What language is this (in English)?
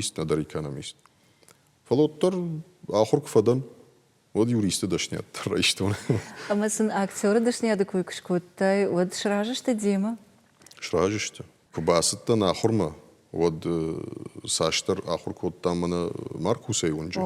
Ossetic